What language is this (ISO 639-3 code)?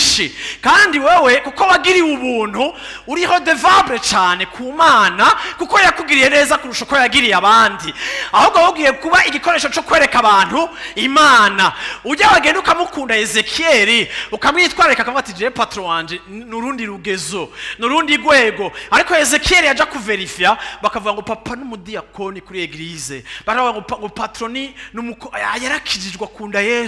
run